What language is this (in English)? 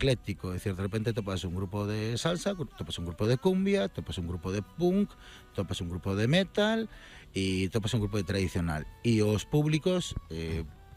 Galician